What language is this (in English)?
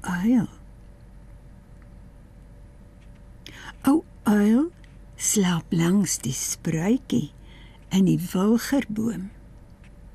Afrikaans